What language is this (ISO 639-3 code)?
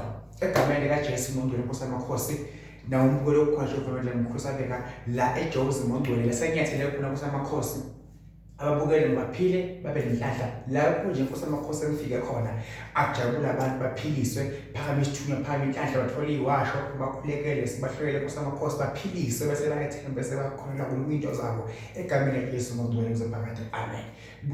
zul